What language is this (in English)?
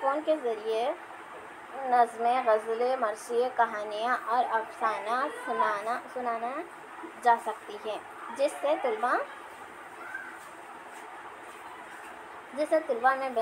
Urdu